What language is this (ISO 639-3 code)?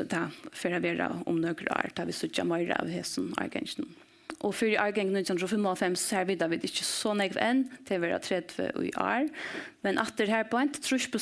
fao